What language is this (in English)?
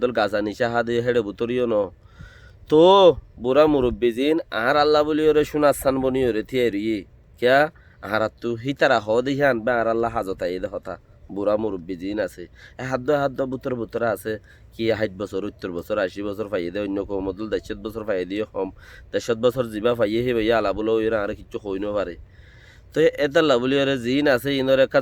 Rohingya